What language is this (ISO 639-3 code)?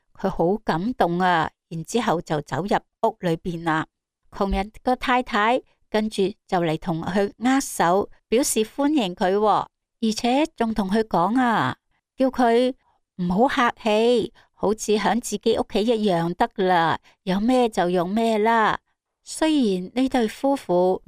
yue